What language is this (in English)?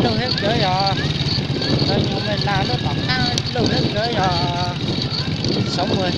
Hmong